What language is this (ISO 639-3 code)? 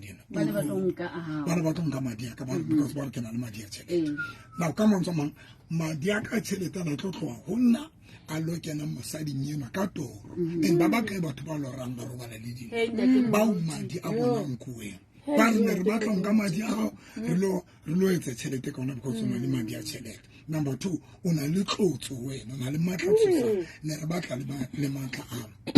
sot